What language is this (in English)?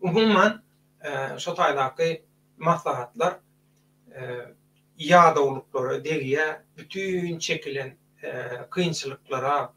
Turkmen